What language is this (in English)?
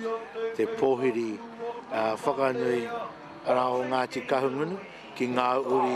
Māori